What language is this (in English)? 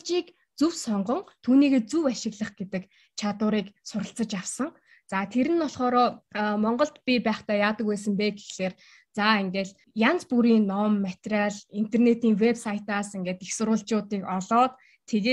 Mongolian